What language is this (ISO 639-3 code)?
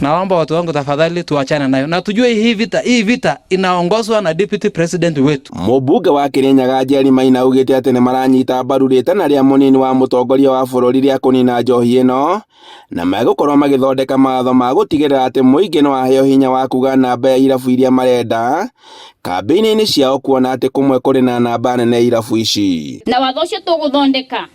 kik